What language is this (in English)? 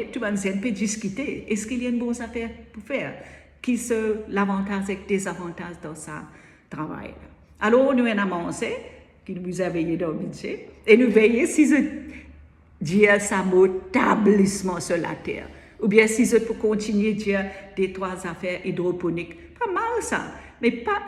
Morisyen